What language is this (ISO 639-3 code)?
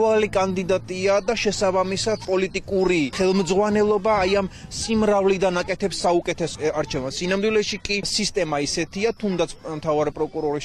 kat